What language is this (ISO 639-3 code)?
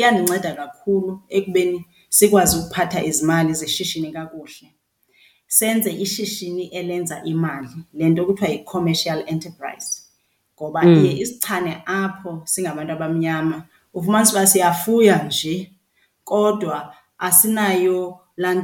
xho